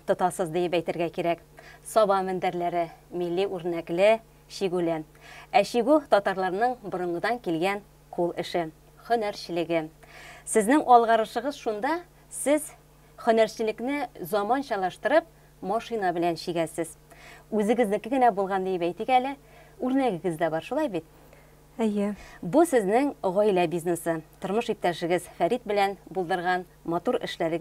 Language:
Tatar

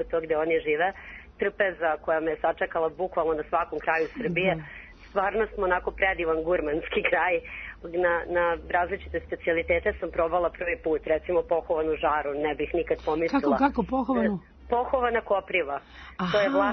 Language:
Serbian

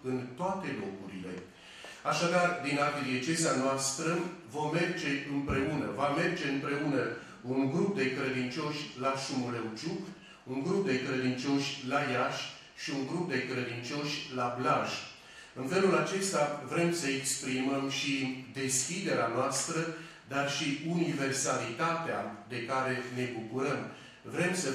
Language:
Romanian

